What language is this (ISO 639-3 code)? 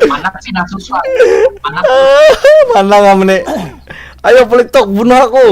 bjn